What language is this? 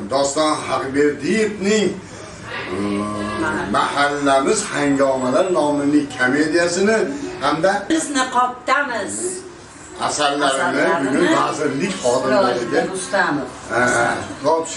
Uzbek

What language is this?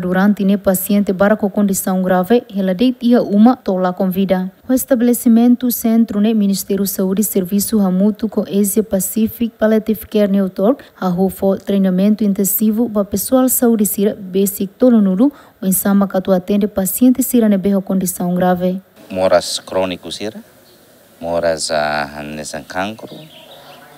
Tetum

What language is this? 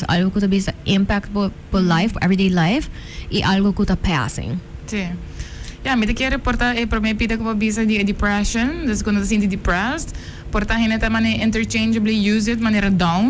Papiamento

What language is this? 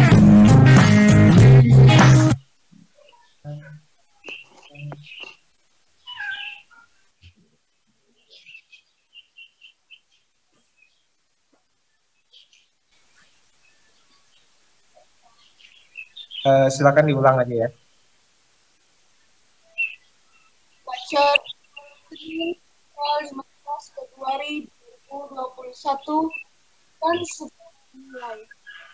Indonesian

